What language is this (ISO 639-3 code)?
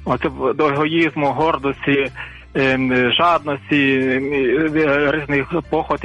ukr